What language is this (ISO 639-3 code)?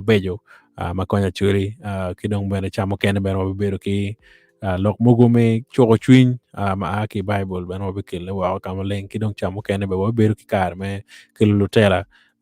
ach